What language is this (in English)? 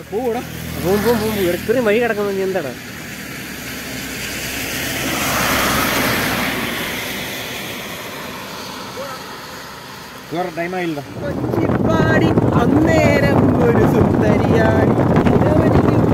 Malayalam